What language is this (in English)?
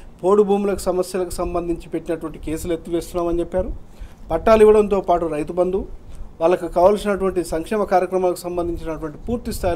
Telugu